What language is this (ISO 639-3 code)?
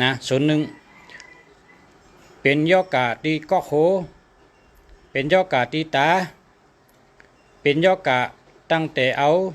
shn